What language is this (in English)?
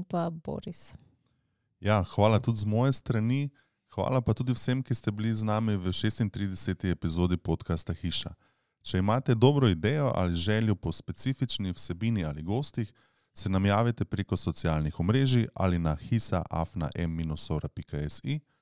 Slovenian